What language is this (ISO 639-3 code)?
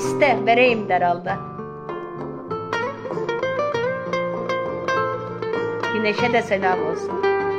tur